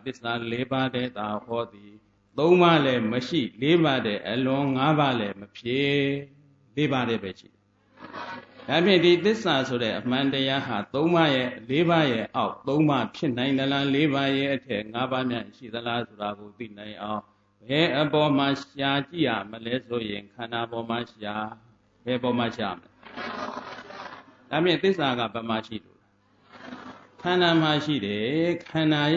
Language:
Burmese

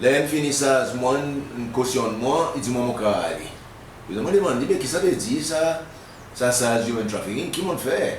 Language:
Seselwa Creole French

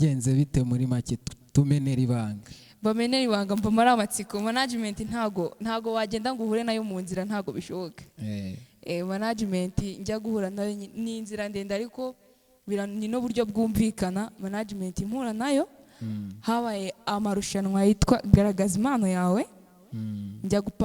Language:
Kinyarwanda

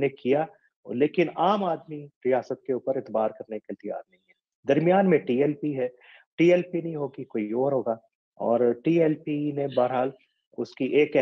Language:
Urdu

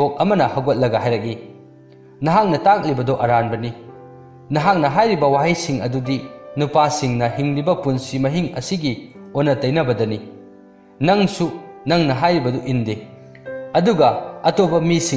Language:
Manipuri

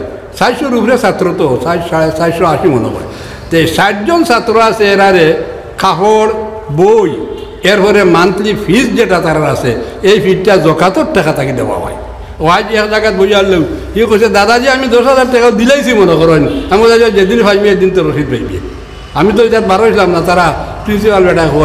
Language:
Sylheti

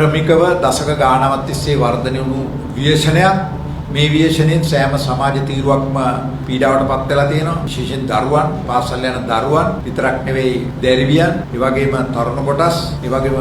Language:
Sinhala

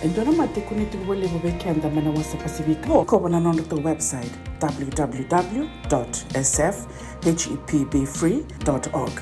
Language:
Fijian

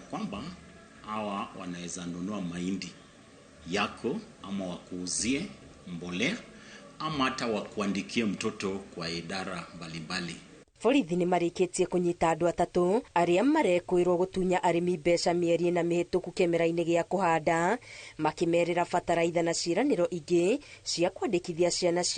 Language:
Kikuyu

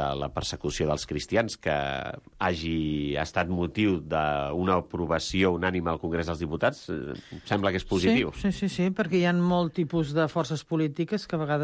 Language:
Catalan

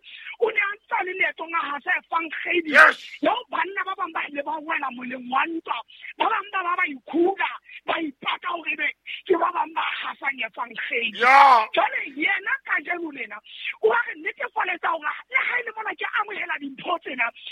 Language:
Southern Sotho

